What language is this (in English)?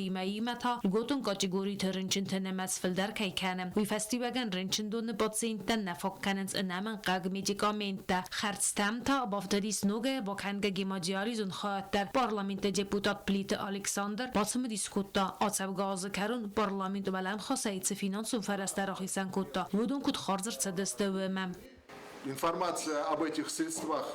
Ossetic